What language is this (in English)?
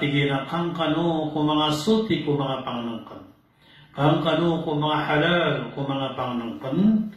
Maranao